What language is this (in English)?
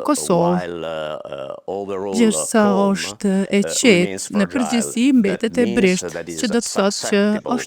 Albanian